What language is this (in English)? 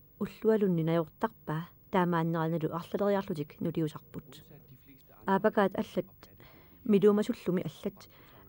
Kalaallisut